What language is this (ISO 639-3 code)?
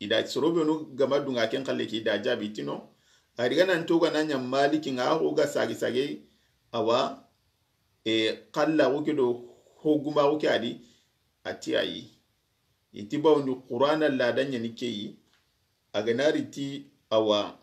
snk